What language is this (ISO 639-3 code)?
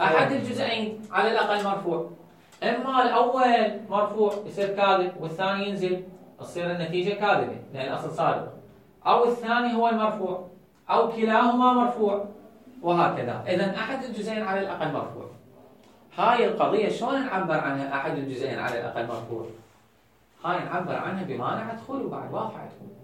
acm